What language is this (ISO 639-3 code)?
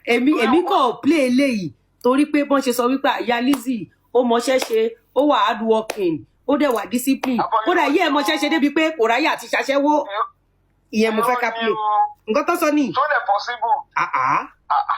yor